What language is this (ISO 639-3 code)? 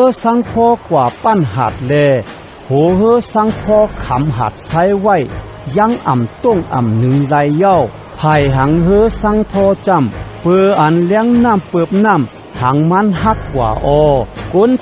shn